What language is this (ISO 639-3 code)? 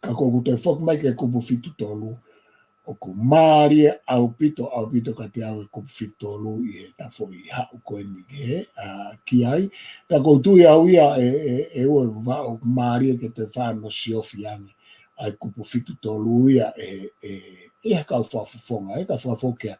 ton